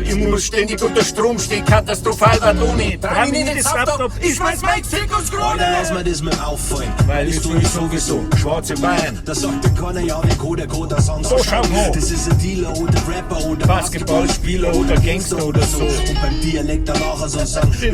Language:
Bavarian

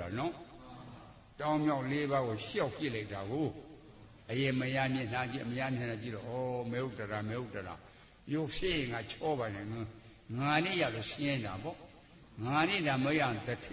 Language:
Burmese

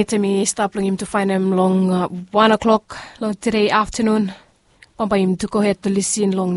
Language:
Bislama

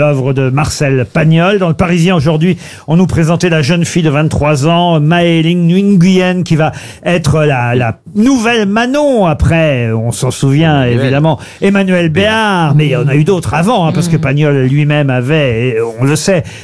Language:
French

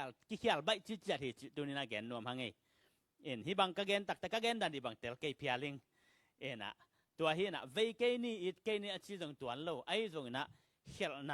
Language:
Tedim Chin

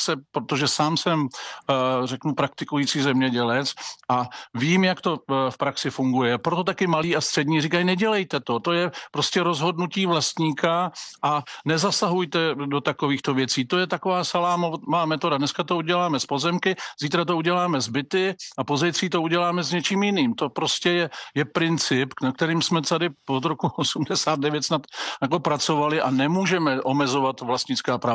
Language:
Czech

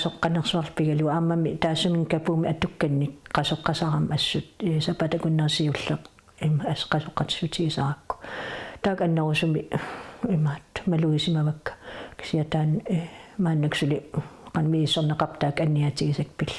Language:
Kalaallisut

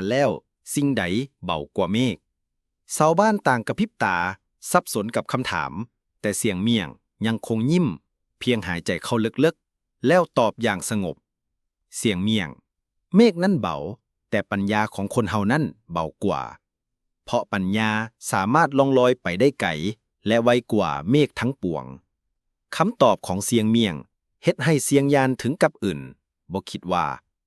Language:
Lao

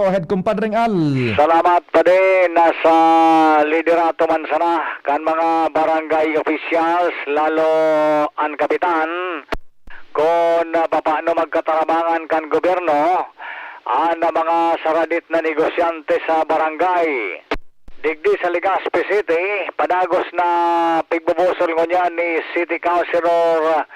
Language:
Bikol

